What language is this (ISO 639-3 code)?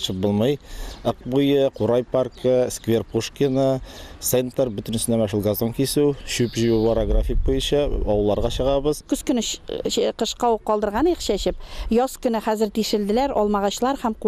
tat